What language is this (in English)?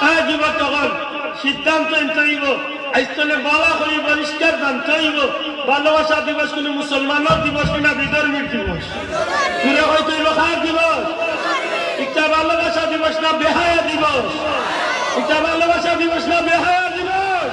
Sylheti